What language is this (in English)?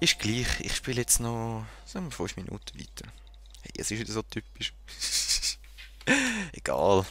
Swiss German